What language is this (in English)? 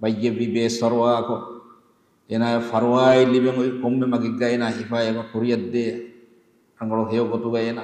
Divehi